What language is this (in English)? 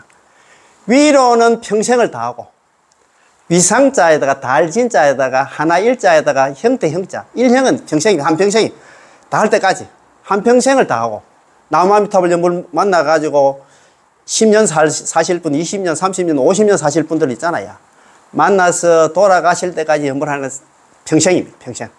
Korean